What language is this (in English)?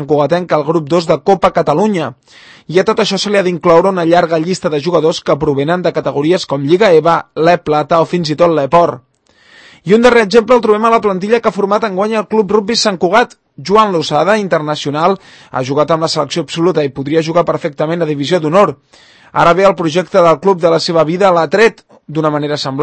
Catalan